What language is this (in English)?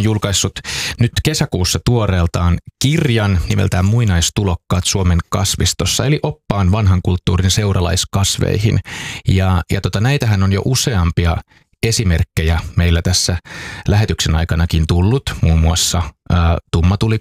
Finnish